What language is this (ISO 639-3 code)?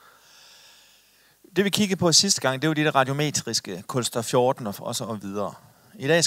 dan